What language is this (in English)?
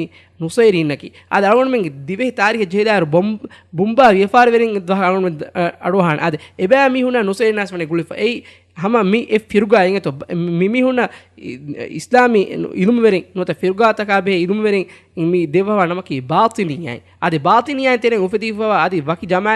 Divehi